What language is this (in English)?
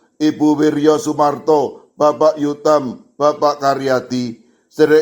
Javanese